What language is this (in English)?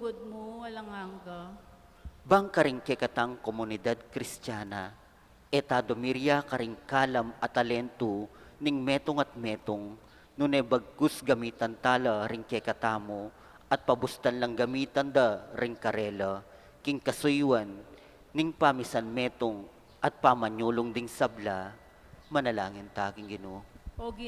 Pampanga